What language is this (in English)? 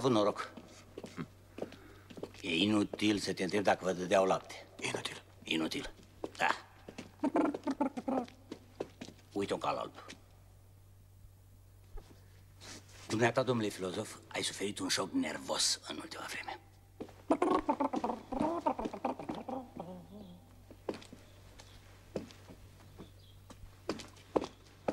Romanian